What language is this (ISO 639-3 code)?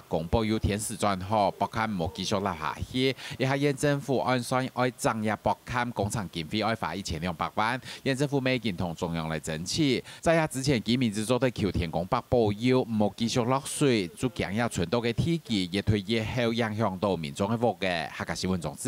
hak